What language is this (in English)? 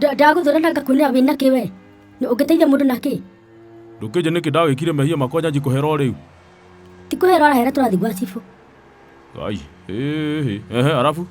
Kikuyu